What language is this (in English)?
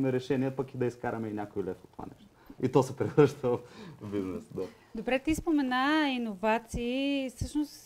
Bulgarian